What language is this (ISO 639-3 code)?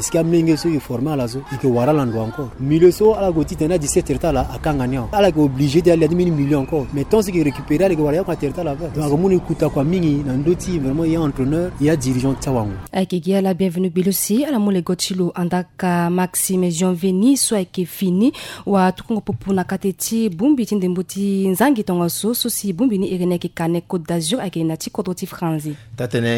sag